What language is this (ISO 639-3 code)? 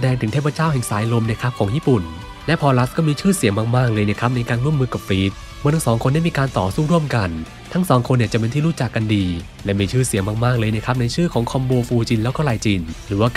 tha